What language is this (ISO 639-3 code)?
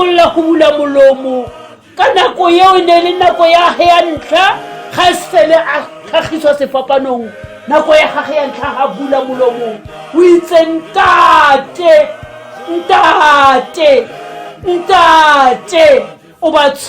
tsn